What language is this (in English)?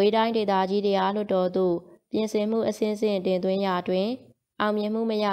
Burmese